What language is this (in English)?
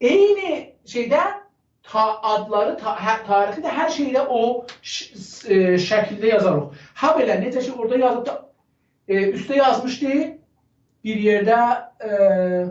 South Azerbaijani